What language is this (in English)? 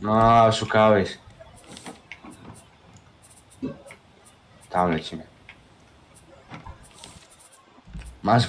Polish